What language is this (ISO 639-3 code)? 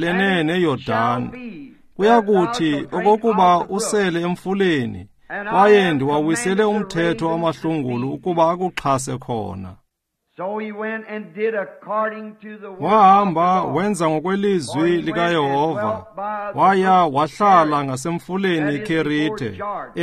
xho